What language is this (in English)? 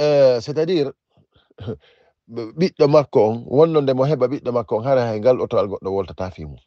Fula